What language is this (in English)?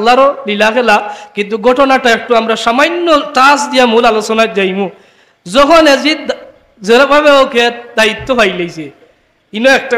Sylheti